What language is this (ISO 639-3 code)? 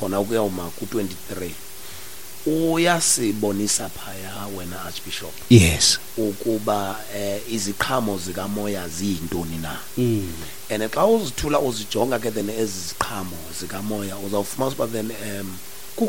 xho